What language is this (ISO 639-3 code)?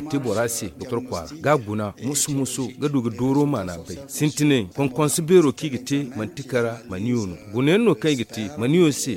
dje